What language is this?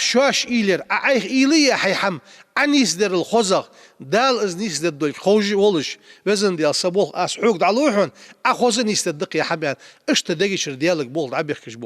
Ingush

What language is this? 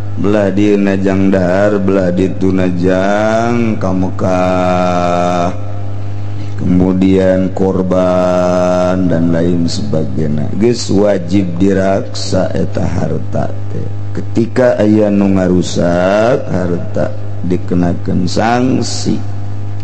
Sundanese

